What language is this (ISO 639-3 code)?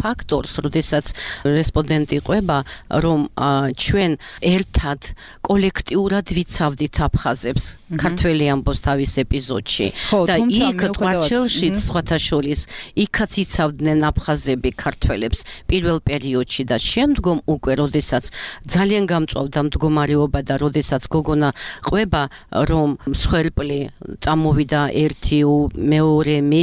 kat